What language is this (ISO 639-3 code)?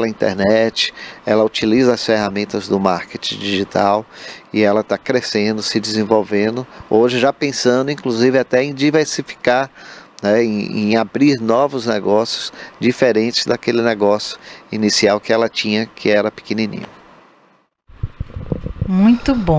por